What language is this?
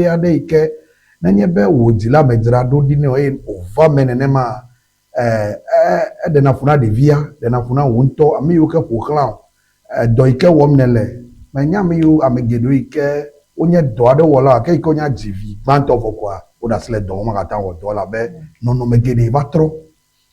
Ewe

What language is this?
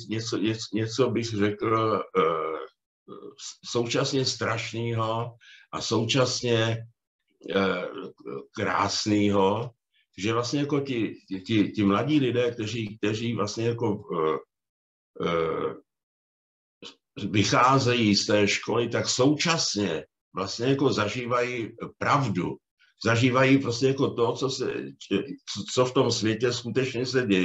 Czech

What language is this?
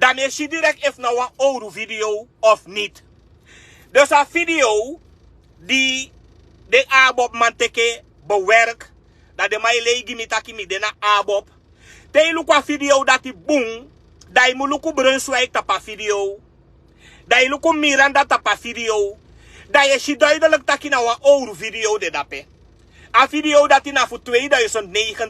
Sranan Tongo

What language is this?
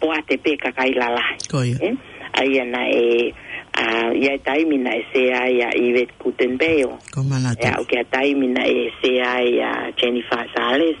Tongan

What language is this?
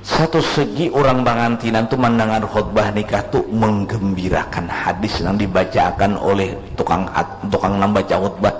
Banjar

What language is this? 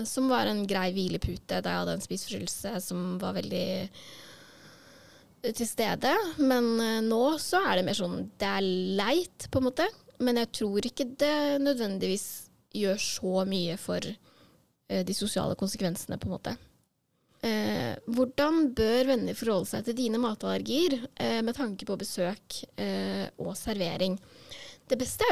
Norwegian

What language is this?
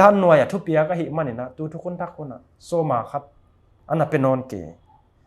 Paite Chin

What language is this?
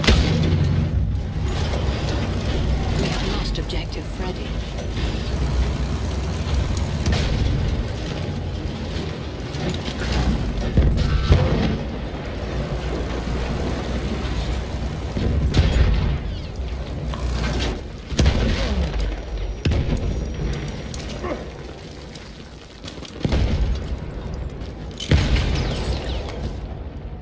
English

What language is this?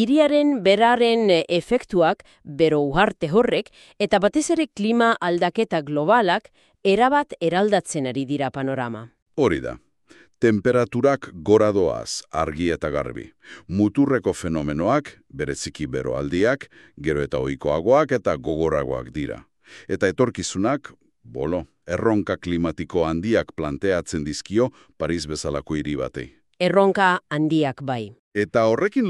Basque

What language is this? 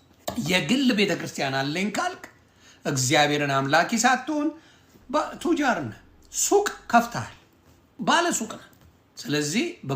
Amharic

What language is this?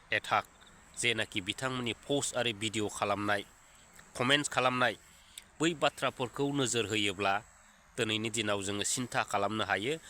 Bodo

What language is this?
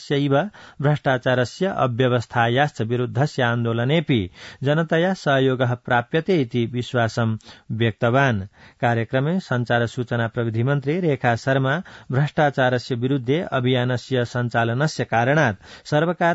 Sanskrit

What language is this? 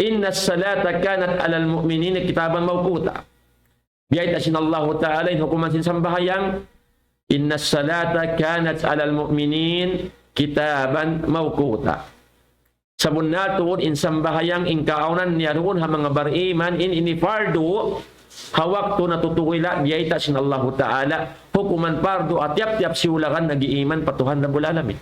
Tausug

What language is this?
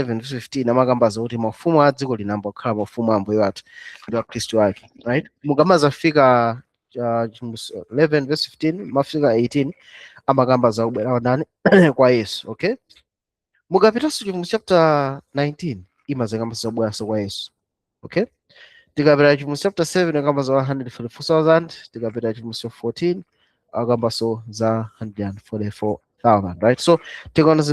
Nyanja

